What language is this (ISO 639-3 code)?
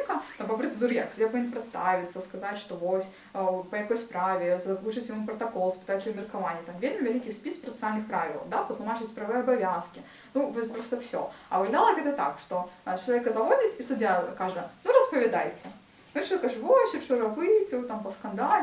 bel